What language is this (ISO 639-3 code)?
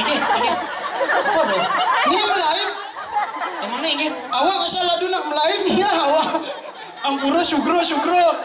ban